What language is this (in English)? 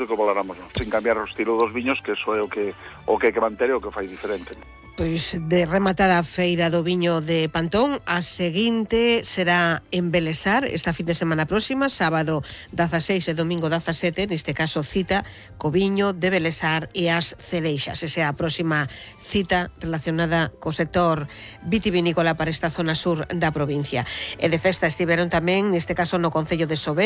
Galician